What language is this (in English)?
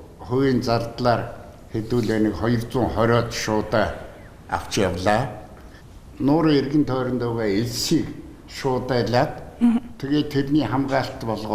Mongolian